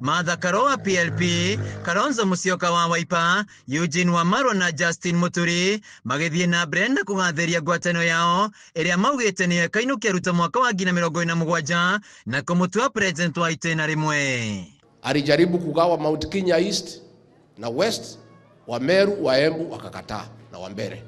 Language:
Kikuyu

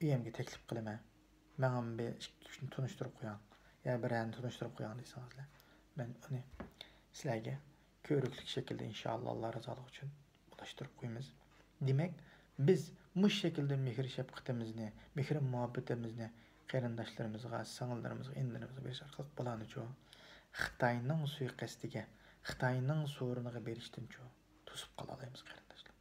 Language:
Uyghur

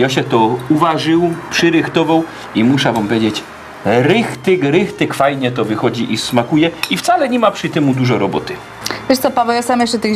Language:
Silesian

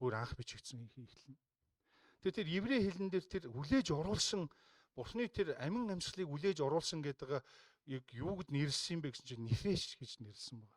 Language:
Mongolian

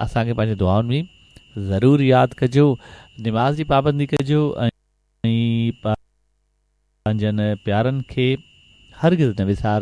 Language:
Sindhi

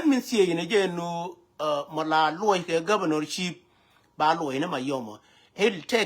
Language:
Nuer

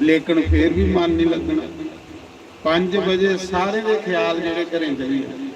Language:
Dogri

